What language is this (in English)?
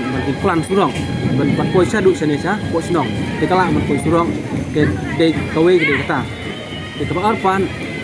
Khasi